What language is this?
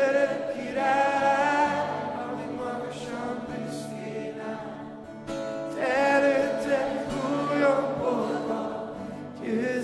Hungarian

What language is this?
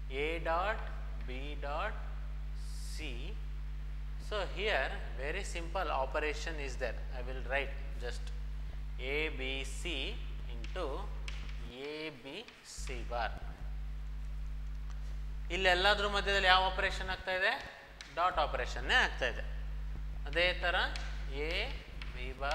Kannada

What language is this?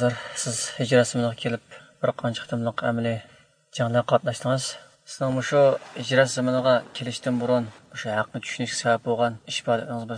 Uyghur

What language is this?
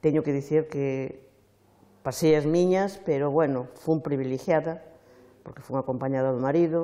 Galician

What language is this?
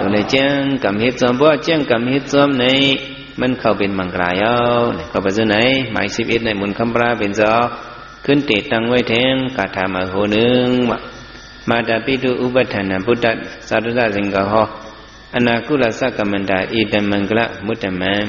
Shan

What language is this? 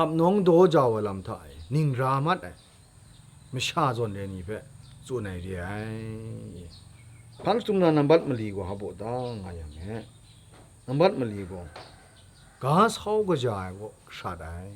Kachin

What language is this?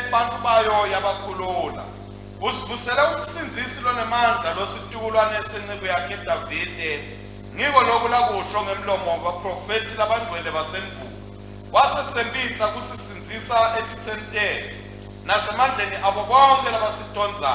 Swati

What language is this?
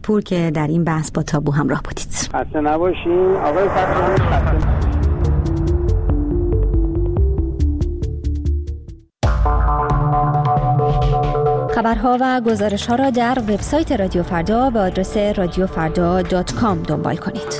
Persian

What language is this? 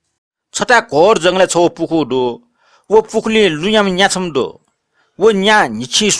Newari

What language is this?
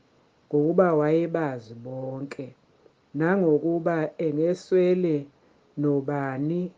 Zulu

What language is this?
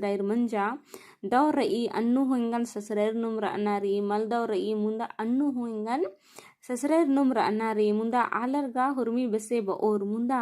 Kurukh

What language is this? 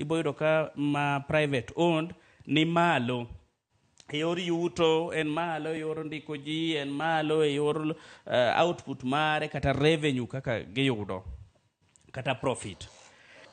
Luo (Kenya and Tanzania)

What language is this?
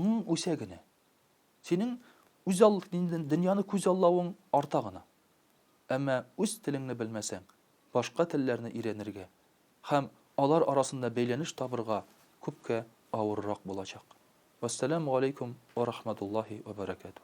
Tatar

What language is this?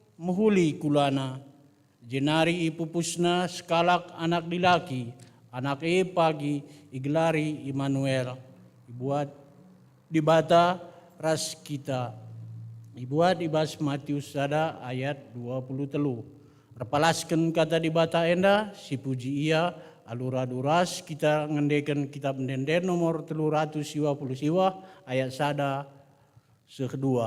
Batak Karo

